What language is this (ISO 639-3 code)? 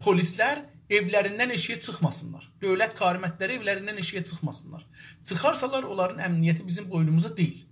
azb